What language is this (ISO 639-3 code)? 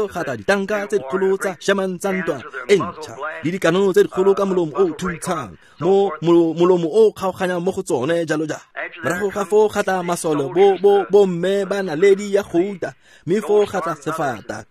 tsn